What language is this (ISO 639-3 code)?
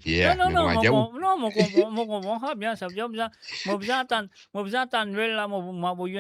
mfe